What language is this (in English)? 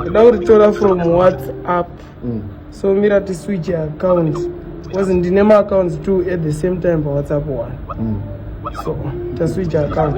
Shona